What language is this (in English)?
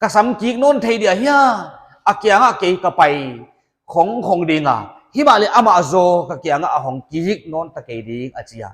Paite Chin